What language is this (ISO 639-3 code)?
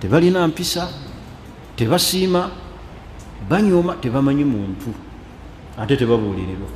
lug